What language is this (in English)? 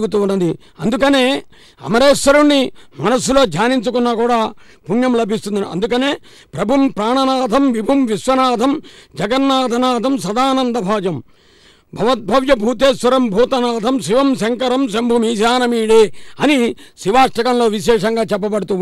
Telugu